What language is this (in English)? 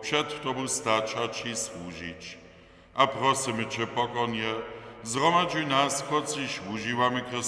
Upper Sorbian